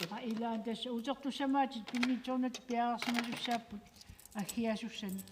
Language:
Kalaallisut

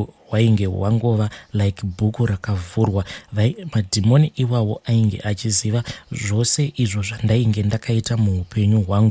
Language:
Shona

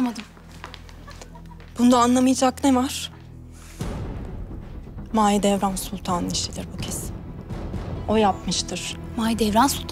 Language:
Turkish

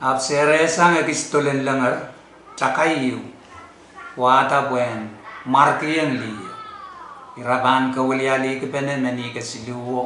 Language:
Pohnpeian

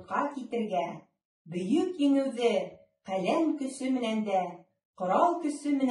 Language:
Bashkir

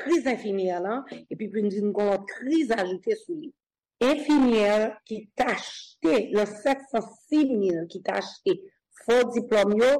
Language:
Haitian Creole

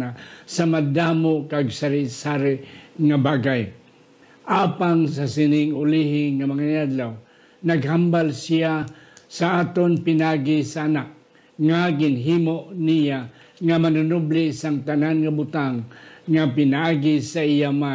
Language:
Hiligaynon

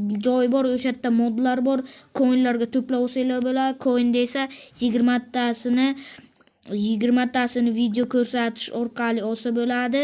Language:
Uzbek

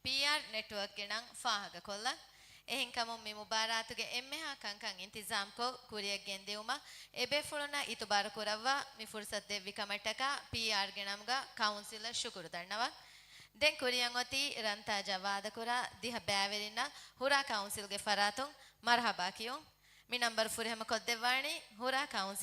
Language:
Divehi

